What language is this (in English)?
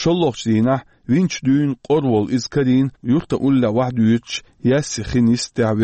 Chechen